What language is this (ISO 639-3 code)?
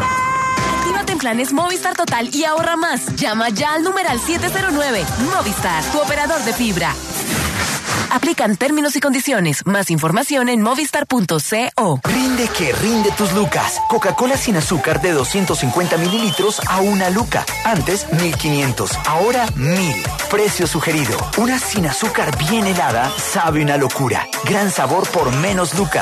spa